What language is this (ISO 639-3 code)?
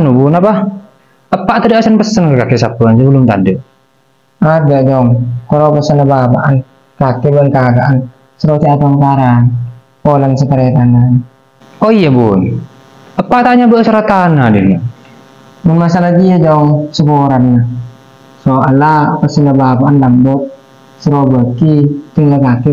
mad